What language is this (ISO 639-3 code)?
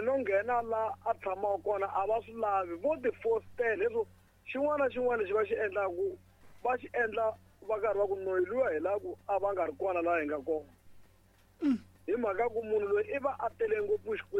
tso